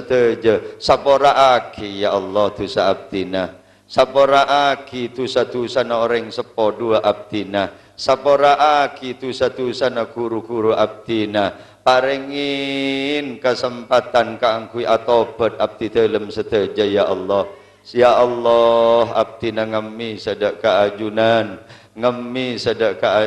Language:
Madurese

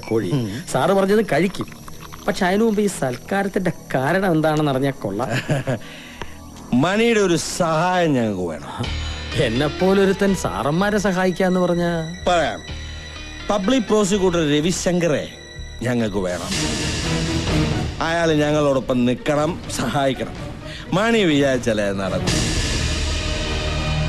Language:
Malayalam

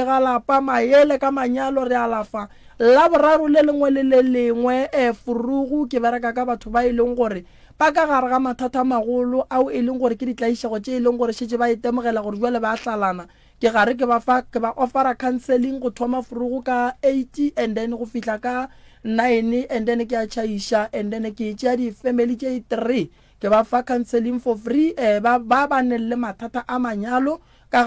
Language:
Northern Sotho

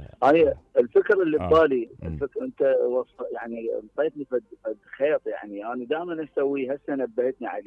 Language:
Mesopotamian Arabic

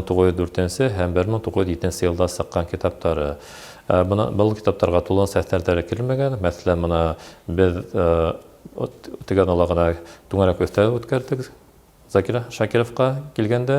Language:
Bashkir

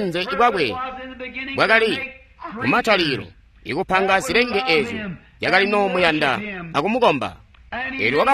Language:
Tonga (Zambia)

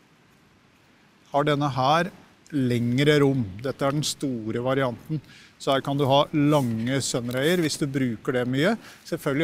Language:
Norwegian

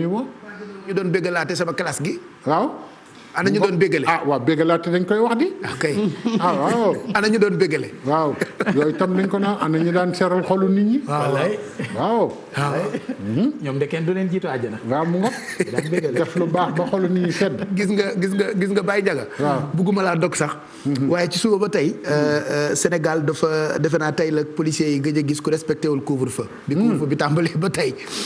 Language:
Wolof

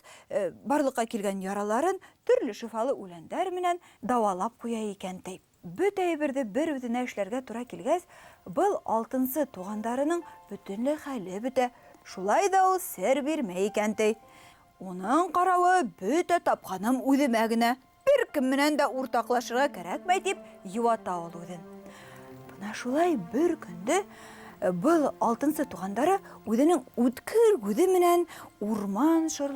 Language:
Bashkir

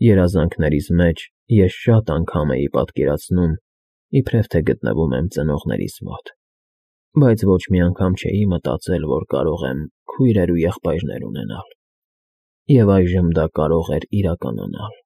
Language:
Armenian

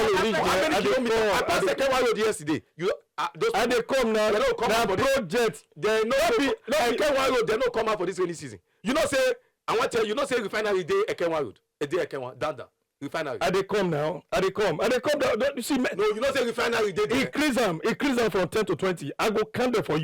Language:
Nigerian Pidgin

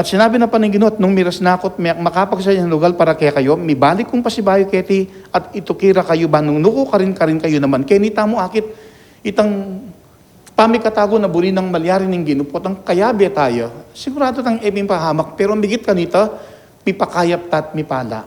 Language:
Pampanga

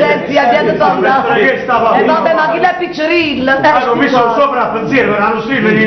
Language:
Neapolitan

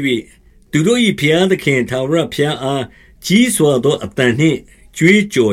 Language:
Burmese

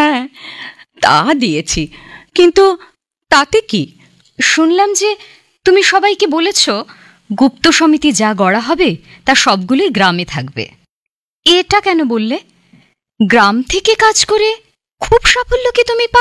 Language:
Bangla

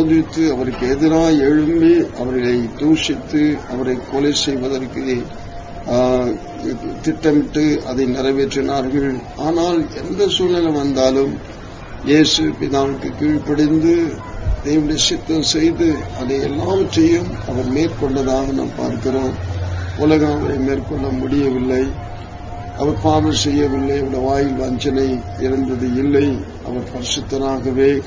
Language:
Tamil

